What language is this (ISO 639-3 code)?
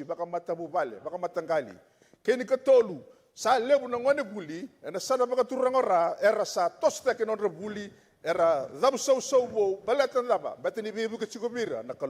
fij